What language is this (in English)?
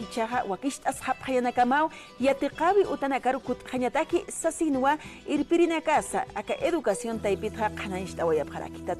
Aymara